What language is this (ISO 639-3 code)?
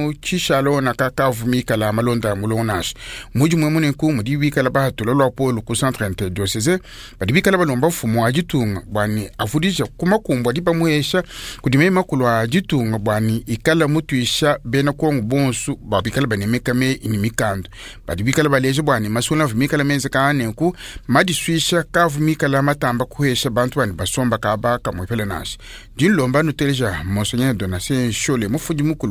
lua